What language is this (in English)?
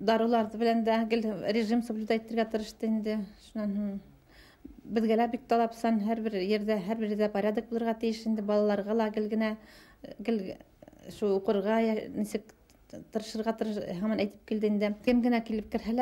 Bashkir